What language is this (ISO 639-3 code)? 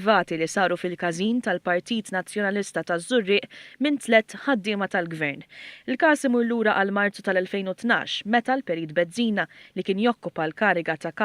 mlt